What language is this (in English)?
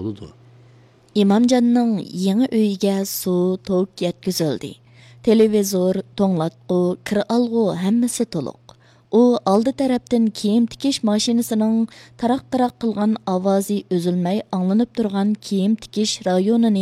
Uyghur